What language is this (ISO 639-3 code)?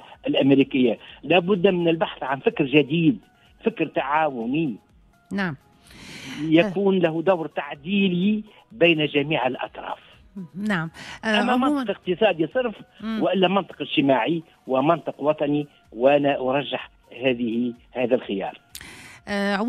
aeb